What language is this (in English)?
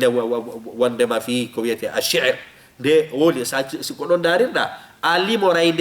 Fula